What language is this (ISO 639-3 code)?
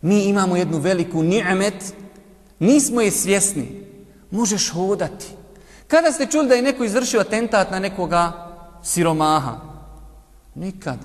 bos